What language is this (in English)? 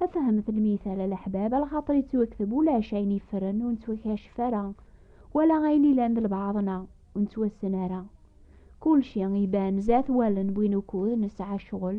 Kabyle